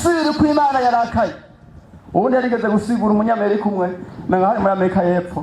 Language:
Rundi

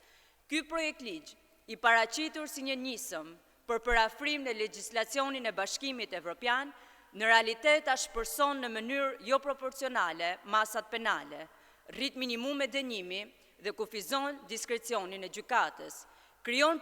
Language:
Albanian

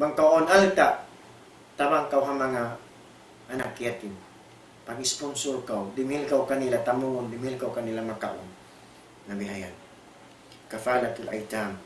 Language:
Tausug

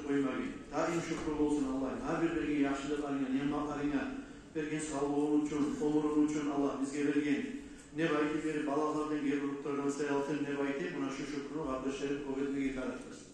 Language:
Kumyk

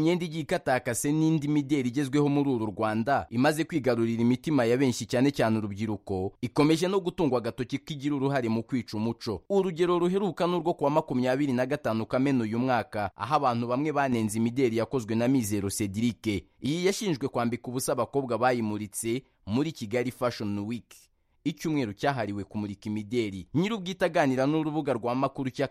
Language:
Kinyarwanda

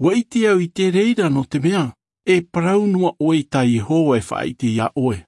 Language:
Tahitian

